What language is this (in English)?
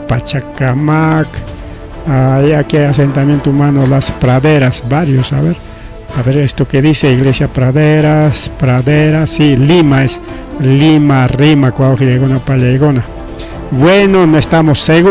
Ayacucho Quechua